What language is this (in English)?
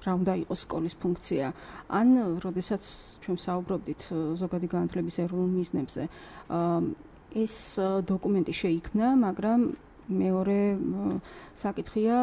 Georgian